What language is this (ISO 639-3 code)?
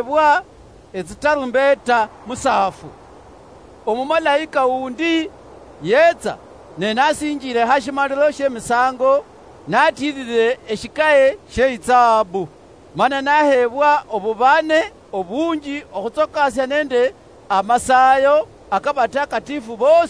luy